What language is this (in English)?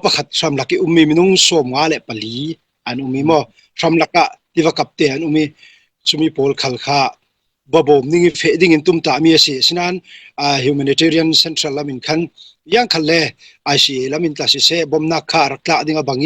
Falam Chin